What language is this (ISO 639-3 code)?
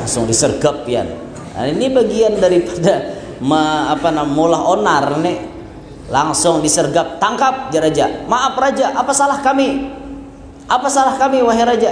bjn